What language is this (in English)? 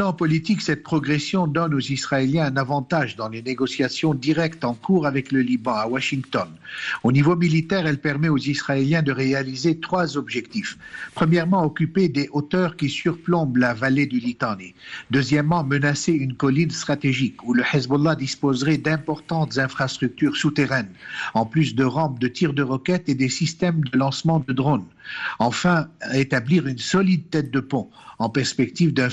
French